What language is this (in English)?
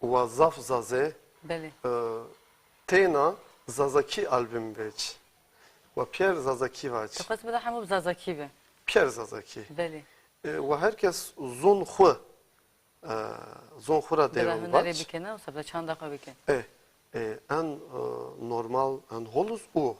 Zaza